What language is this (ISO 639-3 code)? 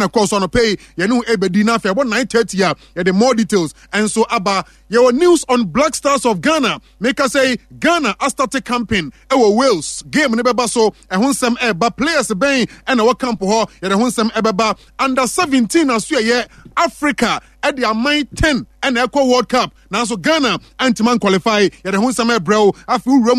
aka